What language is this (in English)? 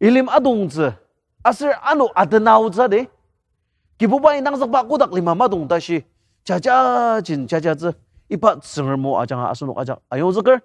Ao Naga